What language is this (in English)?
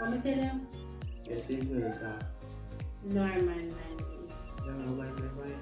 Jamaican Creole English